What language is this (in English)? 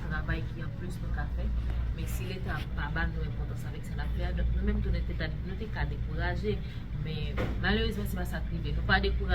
Haitian Creole